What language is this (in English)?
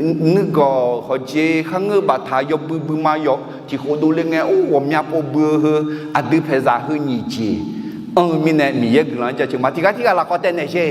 Akha